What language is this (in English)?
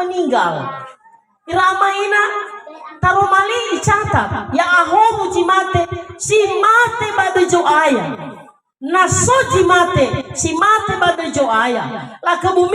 Nias